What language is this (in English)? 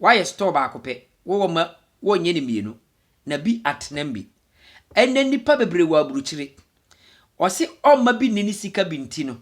Akan